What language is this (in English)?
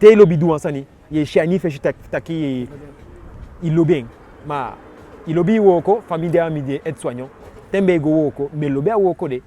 Eastern Maroon Creole